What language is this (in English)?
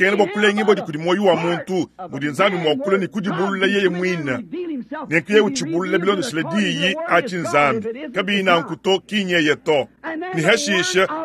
Luba-Lulua